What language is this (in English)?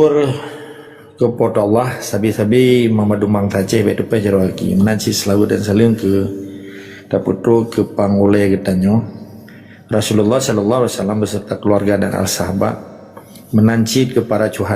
Achinese